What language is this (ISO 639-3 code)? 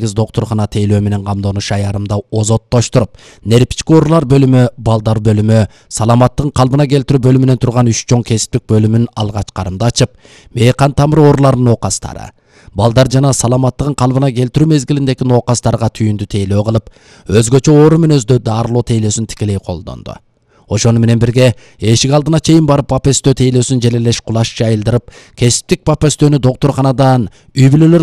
kir